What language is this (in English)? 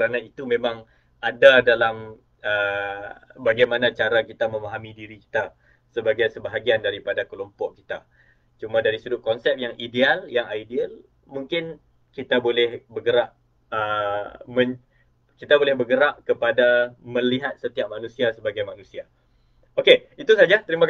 Malay